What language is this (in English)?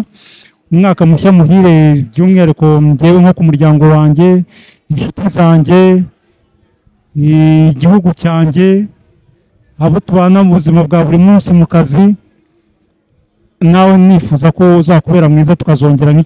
Kinyarwanda